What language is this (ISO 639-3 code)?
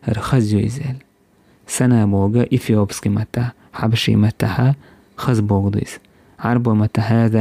che